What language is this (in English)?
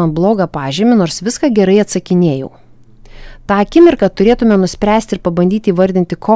Lithuanian